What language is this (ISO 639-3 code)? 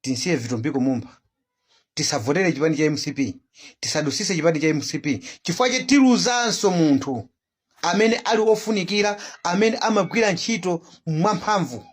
nya